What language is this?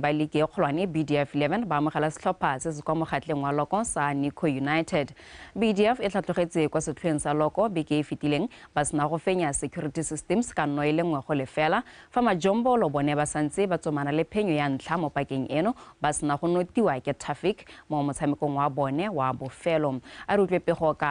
Tswana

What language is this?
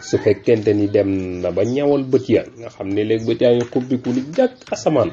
Wolof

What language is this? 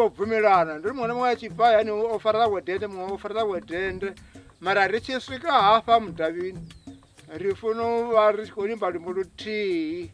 Venda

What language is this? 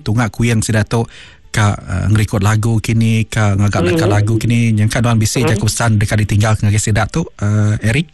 Iban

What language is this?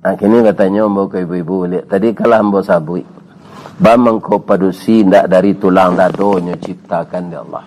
Minangkabau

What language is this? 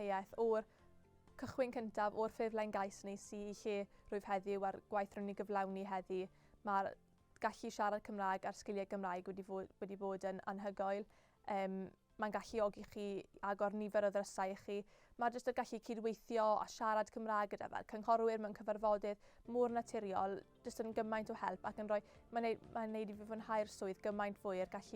Welsh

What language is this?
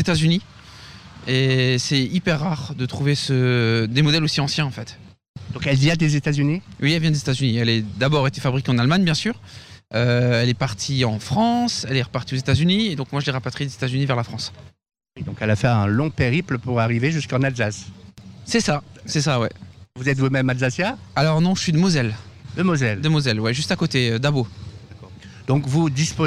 French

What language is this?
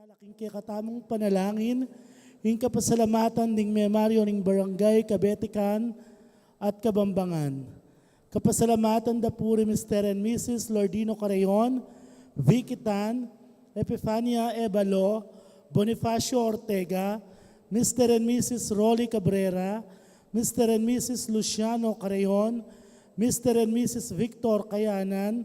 Pampanga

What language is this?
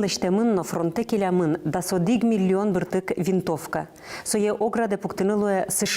Udmurt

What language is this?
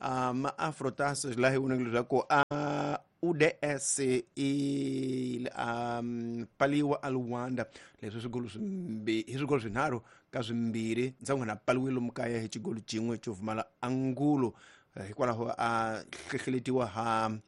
Tsonga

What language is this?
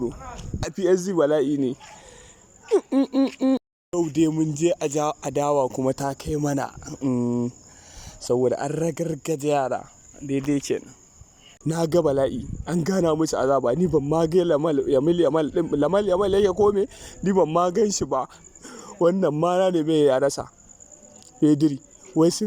Hausa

